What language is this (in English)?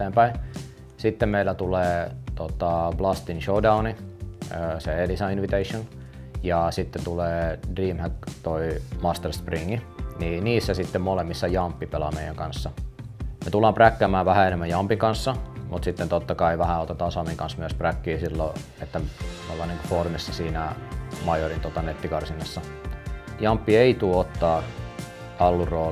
Finnish